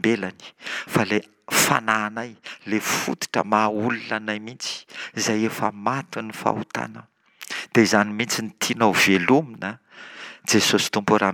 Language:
Malagasy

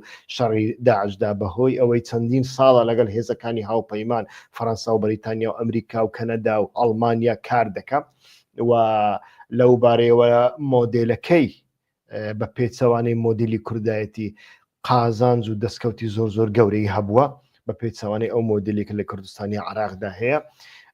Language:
Central Kurdish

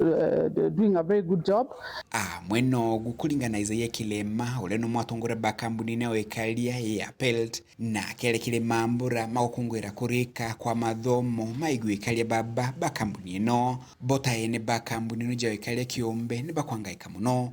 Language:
Meru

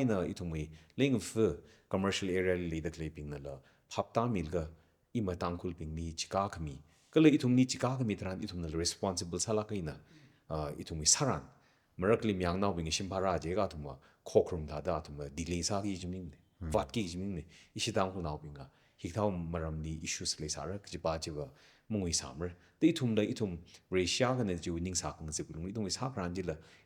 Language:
Tangkhul Naga (India)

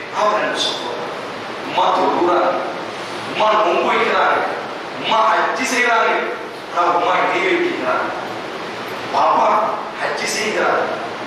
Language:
Tamil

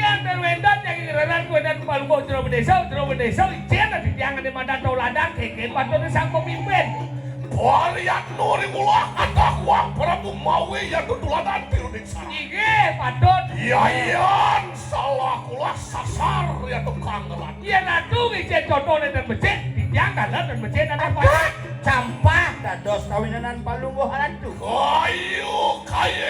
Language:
Balinese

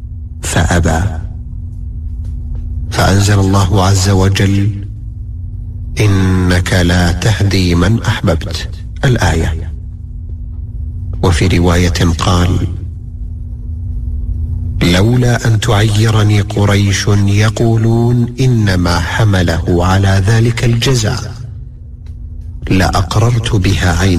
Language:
Arabic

